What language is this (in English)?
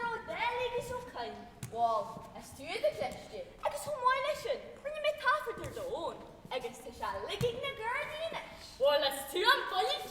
Irish